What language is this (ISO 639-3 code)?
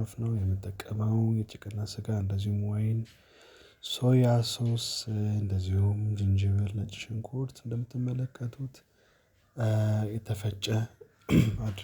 amh